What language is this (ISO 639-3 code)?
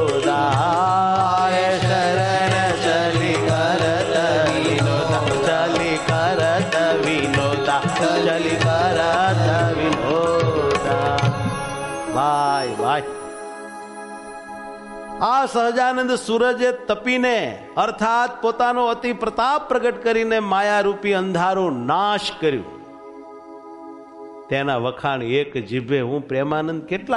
guj